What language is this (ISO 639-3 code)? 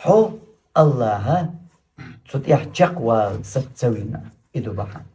che